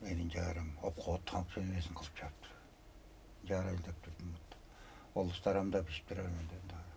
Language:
Tuvinian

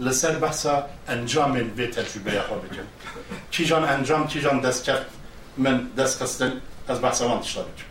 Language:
Kurdish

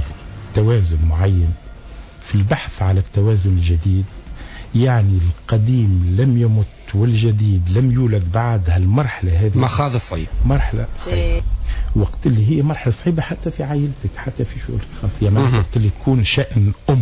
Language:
Tunisian Arabic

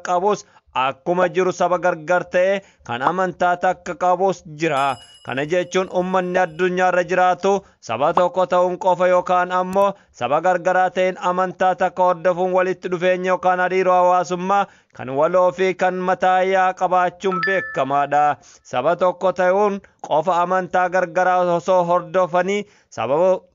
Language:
Oromo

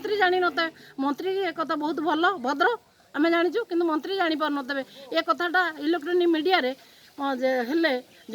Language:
Odia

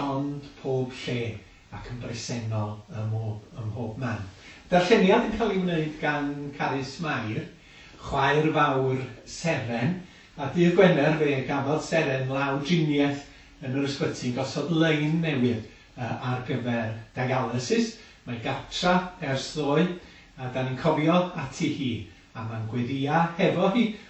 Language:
Welsh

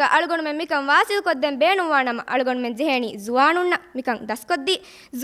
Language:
Divehi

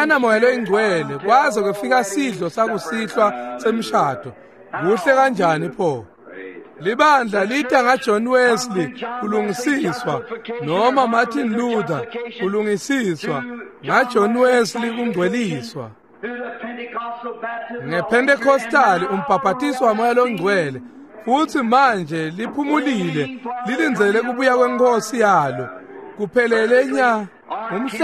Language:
Swati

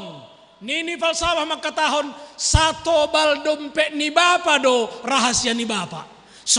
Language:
Batak Simalungun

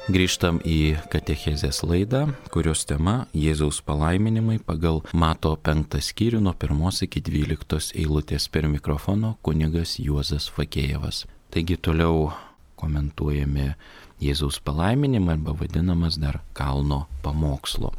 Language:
Lithuanian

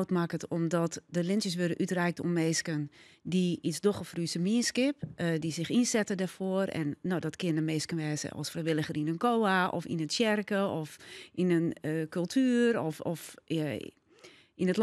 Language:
Western Frisian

